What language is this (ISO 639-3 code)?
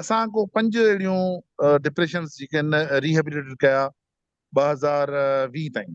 snd